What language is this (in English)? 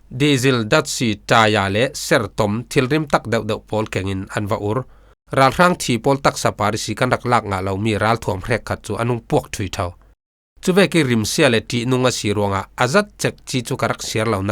Falam Chin